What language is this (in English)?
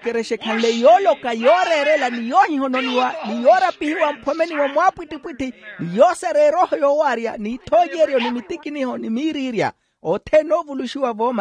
Makhuwa